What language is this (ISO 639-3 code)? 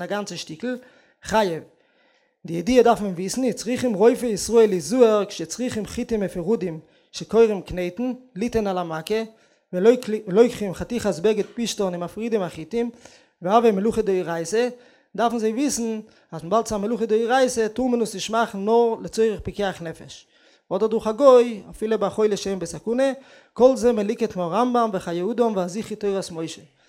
yid